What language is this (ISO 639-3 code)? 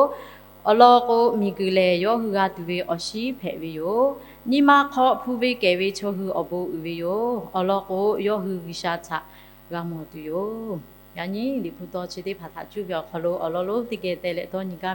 lhu